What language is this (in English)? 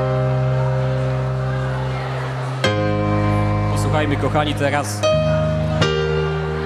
Polish